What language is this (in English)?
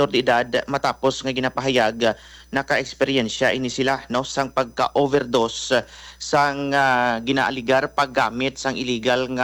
Hiligaynon